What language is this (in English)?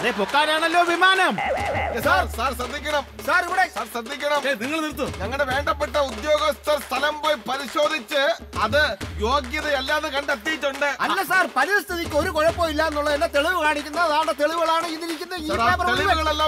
Malayalam